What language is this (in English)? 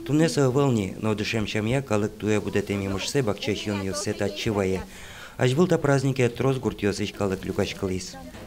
Udmurt